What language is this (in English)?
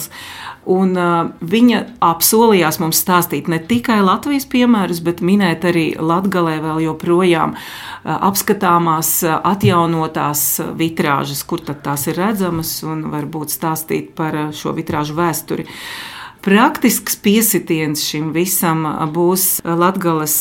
Latvian